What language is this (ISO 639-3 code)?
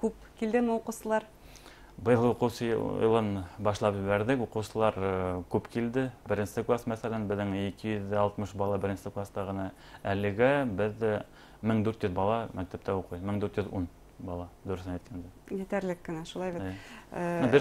bak